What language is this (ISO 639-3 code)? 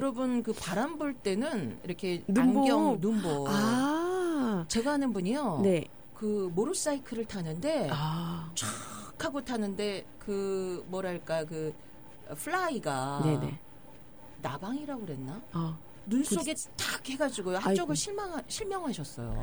kor